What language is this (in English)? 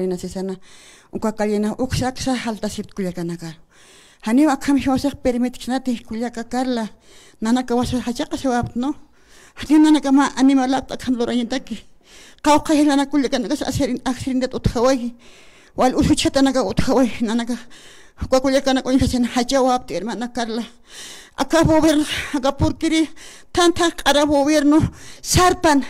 Aymara